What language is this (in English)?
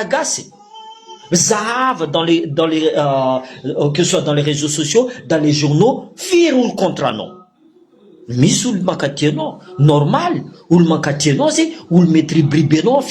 Malagasy